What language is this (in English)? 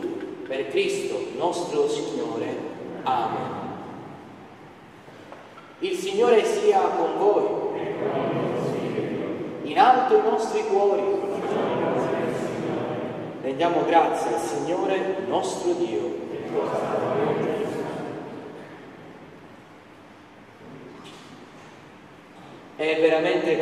Italian